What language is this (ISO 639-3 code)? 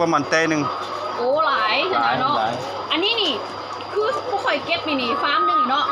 lao